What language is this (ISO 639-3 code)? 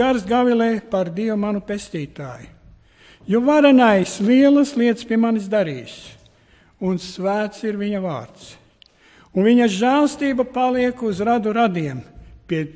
lav